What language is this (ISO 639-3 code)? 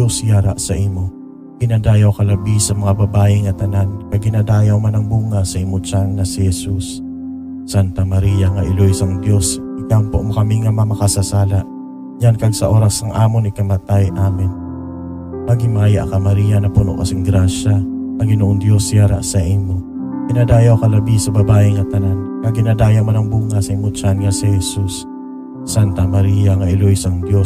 hil